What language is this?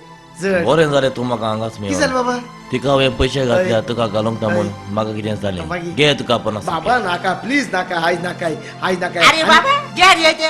Konkani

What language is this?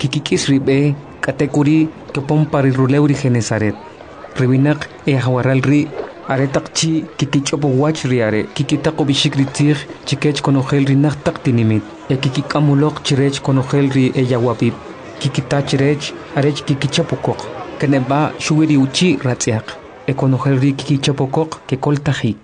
Kʼicheʼ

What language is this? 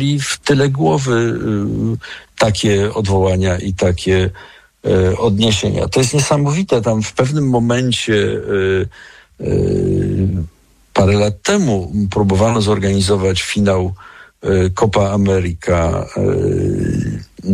Polish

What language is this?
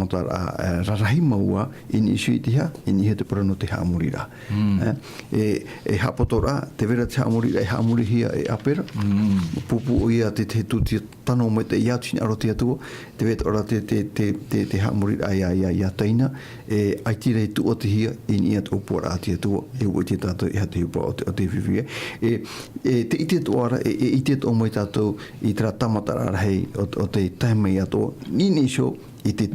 Tahitian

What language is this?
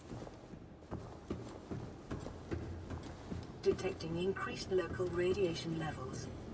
English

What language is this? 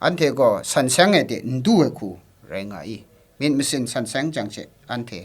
Kachin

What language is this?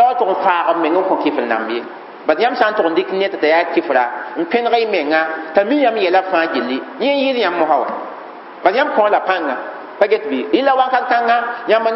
Mossi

